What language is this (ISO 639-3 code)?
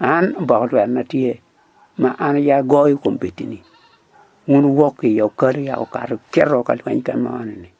ach